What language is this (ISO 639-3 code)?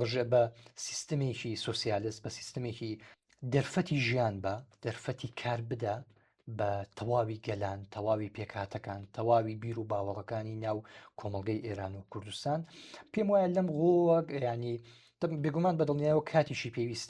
ckb